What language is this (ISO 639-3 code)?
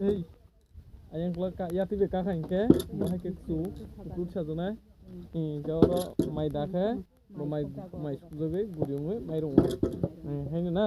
trp